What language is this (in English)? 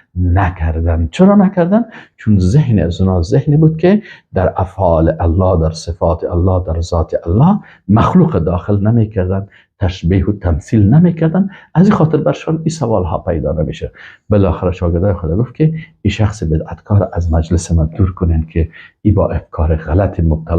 Persian